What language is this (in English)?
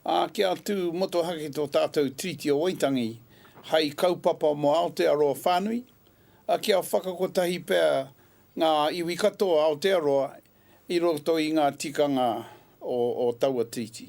Māori